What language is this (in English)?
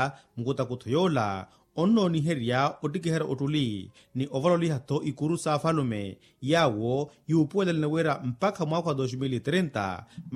Makhuwa